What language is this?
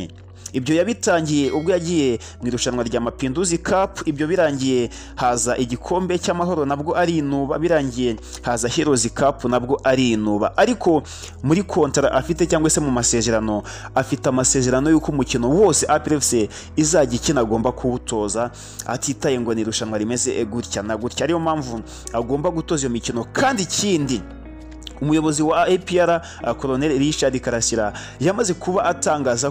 Kinyarwanda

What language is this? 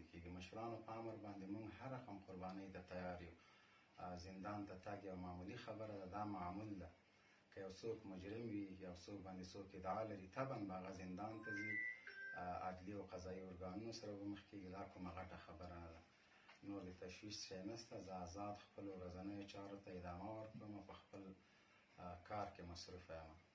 Pashto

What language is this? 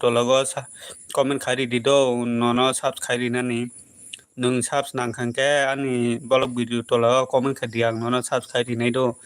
Kok Borok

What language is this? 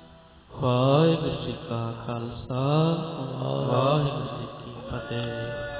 Punjabi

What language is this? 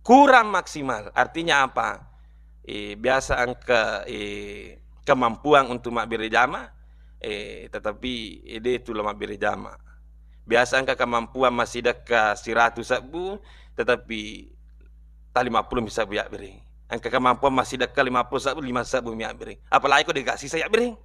Buginese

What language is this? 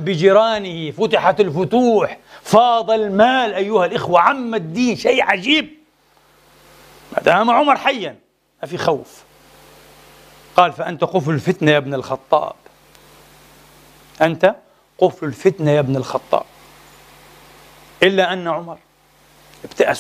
Arabic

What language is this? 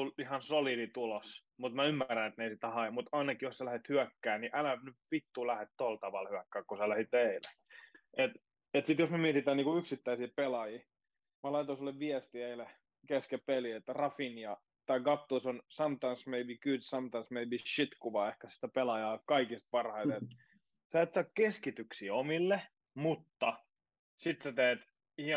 Finnish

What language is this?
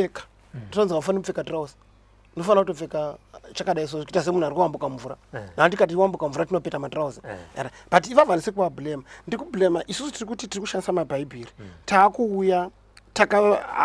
Shona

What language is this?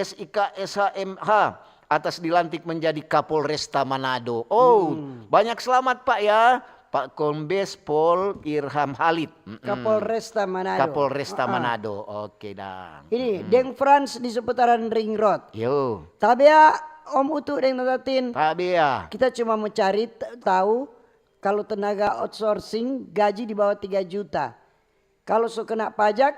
Manado Malay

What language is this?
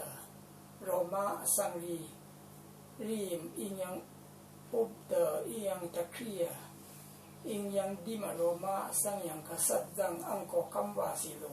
Rawang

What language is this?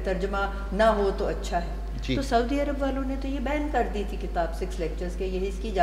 Urdu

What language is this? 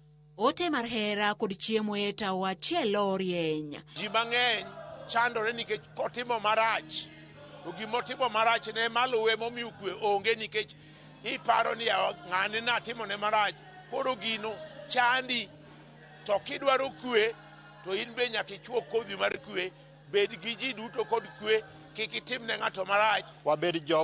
Luo (Kenya and Tanzania)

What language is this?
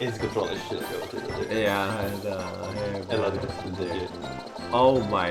Faroese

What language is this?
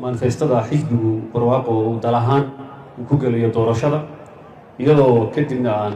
Somali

